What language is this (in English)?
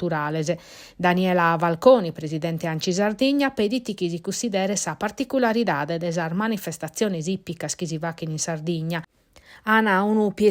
Sardinian